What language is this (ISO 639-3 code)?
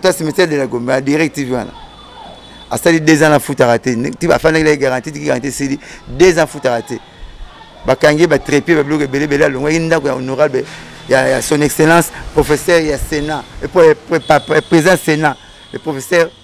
lin